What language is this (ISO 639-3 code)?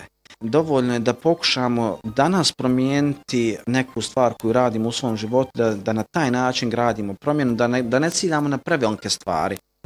bos